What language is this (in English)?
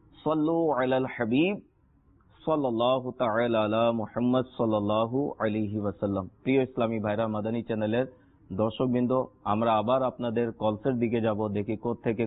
Bangla